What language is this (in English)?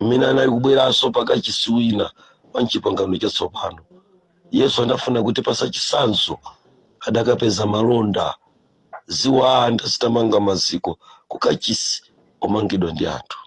Nyanja